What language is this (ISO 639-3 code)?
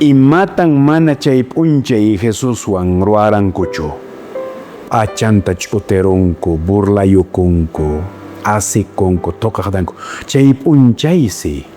que